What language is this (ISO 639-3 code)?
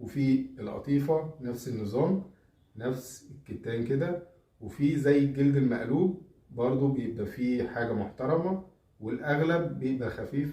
arz